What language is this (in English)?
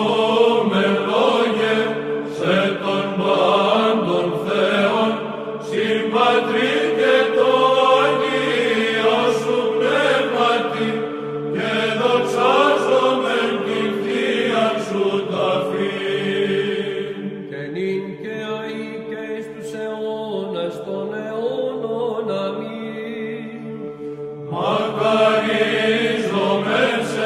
Greek